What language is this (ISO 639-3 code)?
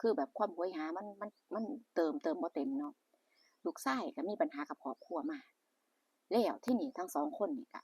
tts